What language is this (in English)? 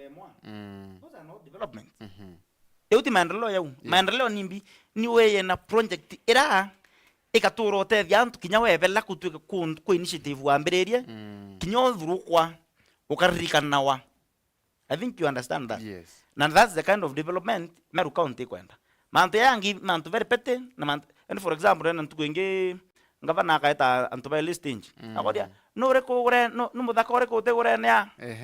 Meru